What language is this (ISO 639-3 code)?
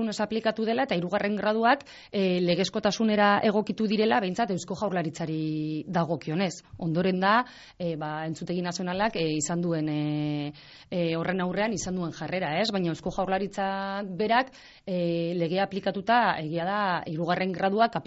eus